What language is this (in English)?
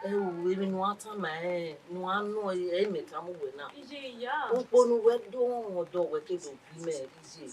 Bini